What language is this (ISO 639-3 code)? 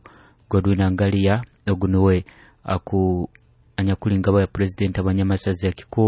nyo